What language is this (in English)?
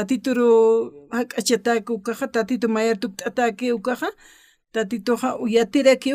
Aymara